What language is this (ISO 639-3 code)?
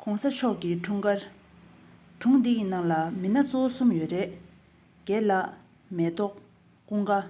bod